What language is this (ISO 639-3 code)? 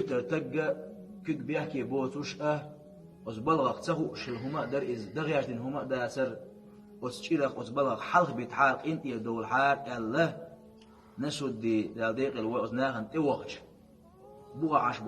che